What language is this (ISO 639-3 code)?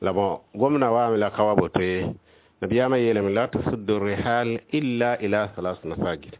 mos